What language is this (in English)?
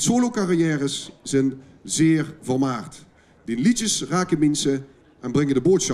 Limburgish